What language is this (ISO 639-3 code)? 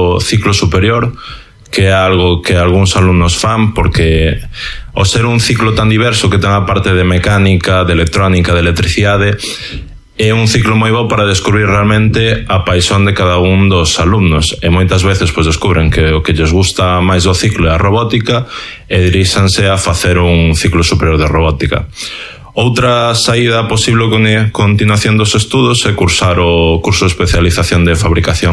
glg